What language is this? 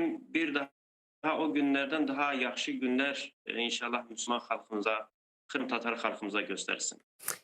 Crimean Tatar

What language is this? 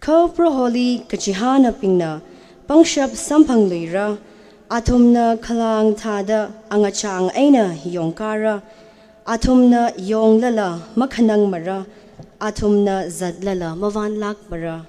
Tangkhul Naga (India)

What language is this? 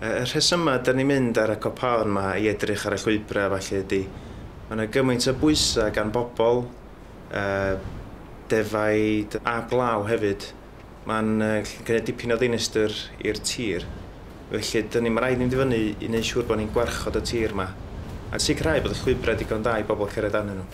Welsh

